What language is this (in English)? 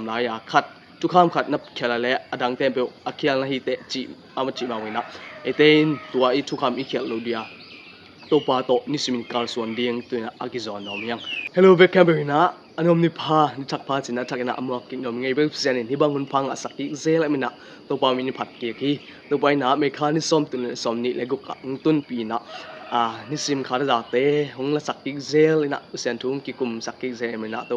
Tedim Chin